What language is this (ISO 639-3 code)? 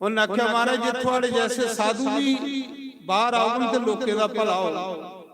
doi